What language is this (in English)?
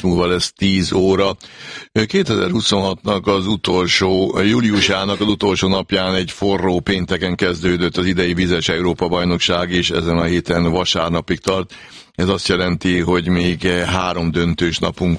Hungarian